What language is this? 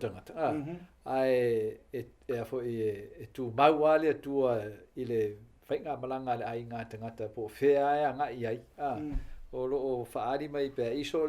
Samoan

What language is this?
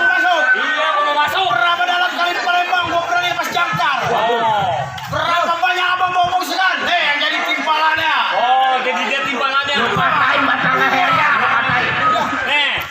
Betawi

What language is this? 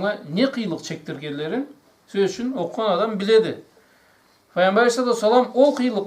Karachay-Balkar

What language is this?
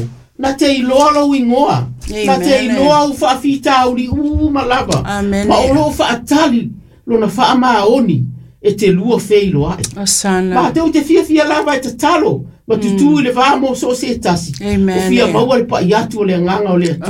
Samoan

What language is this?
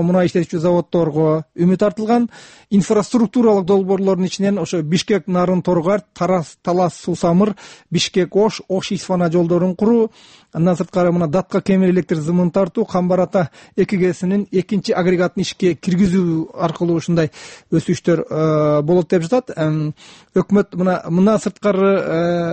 Kyrgyz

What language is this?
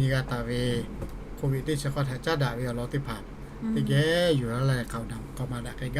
Lahu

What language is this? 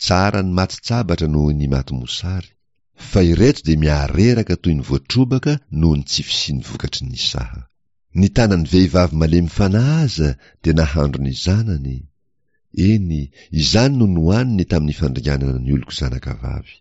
Malagasy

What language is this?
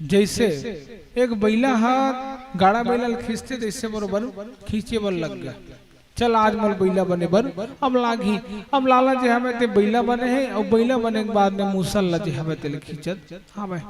Chhattisgarhi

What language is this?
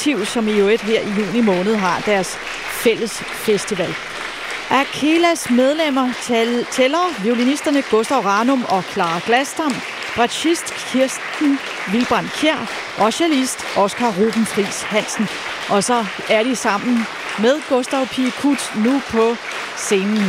Danish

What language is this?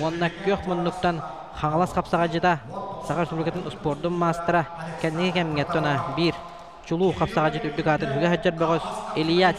Yakut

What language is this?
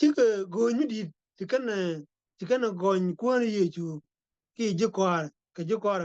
Nuer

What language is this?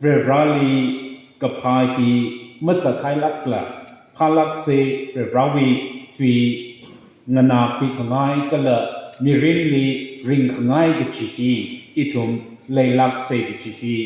Tangkhul Naga (India)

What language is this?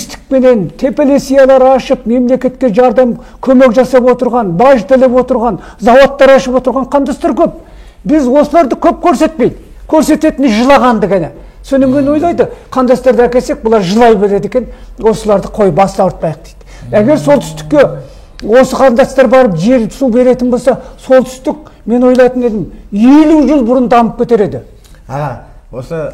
Kazakh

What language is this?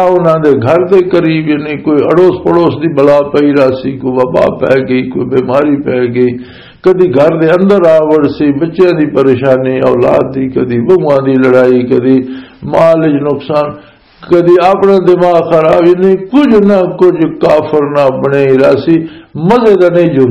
Western Panjabi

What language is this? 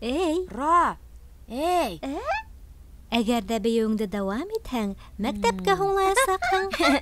Bashkir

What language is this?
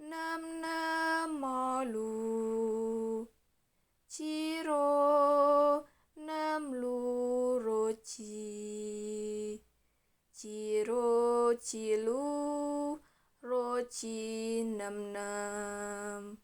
Javanese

